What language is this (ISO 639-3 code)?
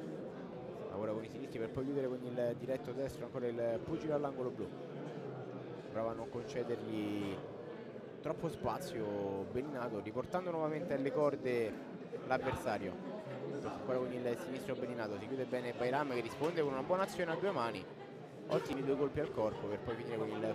ita